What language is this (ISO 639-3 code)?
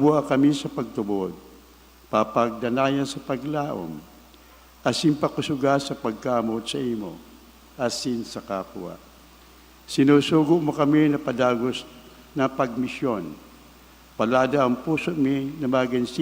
bik